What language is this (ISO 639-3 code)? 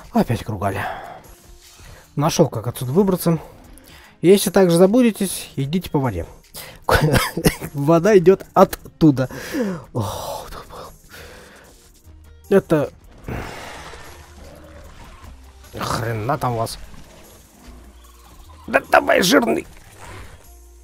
rus